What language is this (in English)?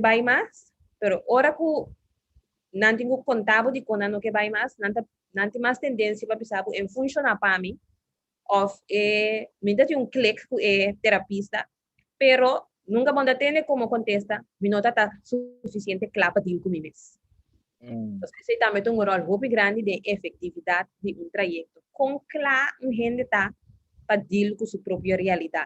Papiamento